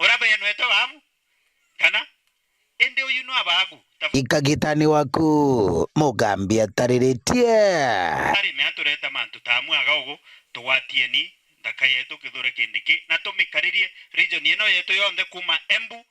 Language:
Meru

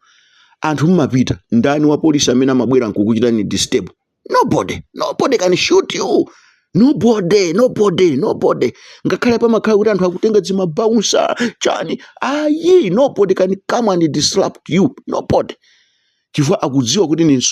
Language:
Nyanja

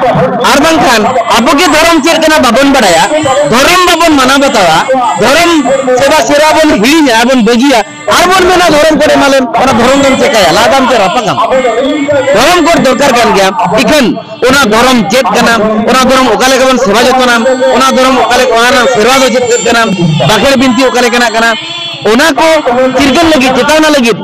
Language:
Santali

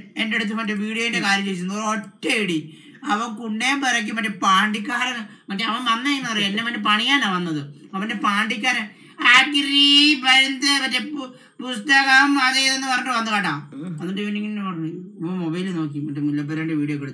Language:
Malayalam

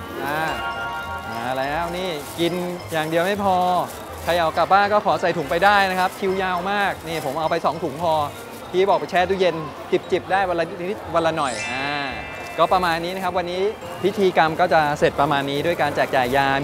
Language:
Thai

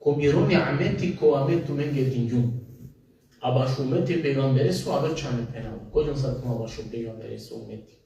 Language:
Balkan Romani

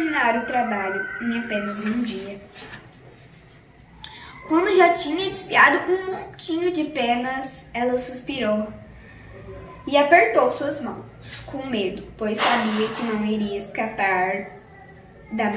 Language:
Portuguese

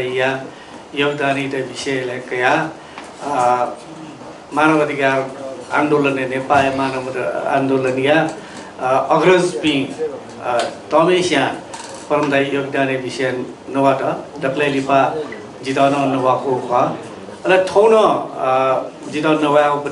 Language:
Newari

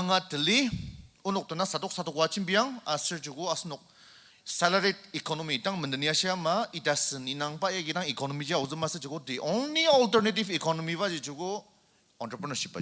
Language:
Ao Naga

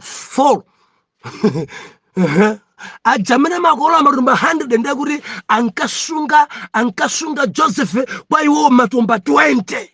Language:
Nyanja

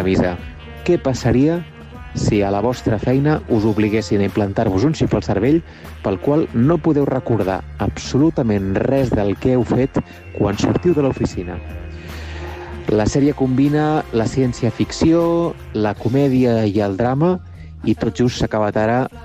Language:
Catalan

